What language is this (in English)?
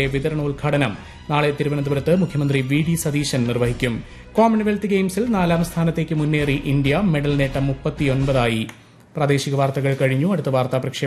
Malayalam